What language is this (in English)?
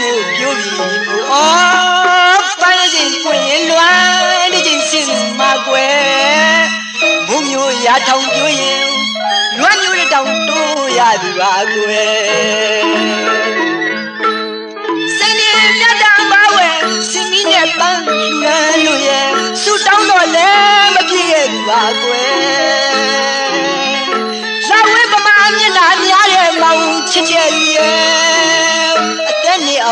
Burmese